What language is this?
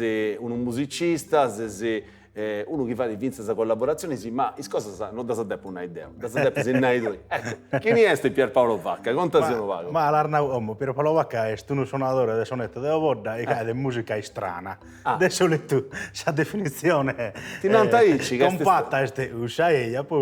Sardinian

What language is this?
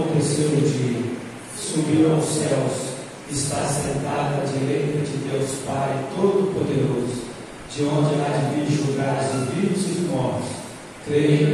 Portuguese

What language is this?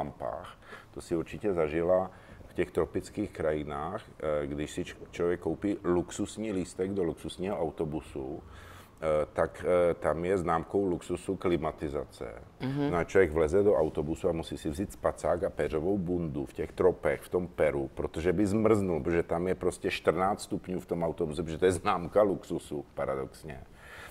Czech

